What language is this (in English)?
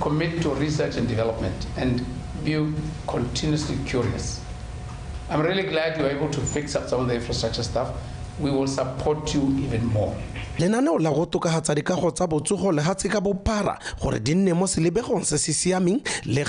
Tswana